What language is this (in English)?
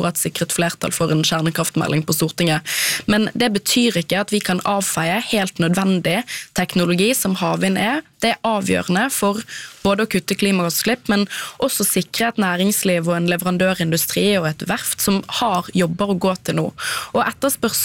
Norwegian